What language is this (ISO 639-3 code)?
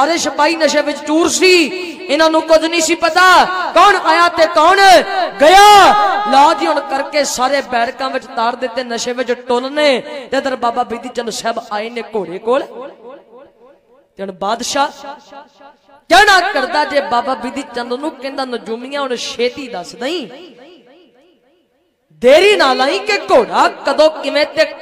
pan